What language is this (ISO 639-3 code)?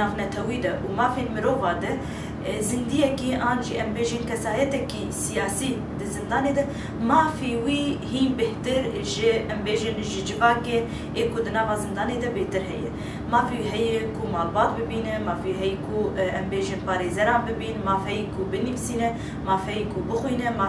kur